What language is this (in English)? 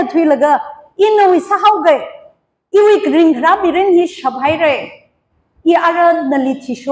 Tangkhul Naga (India)